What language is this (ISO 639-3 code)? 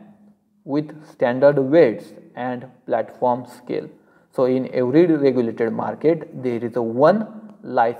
eng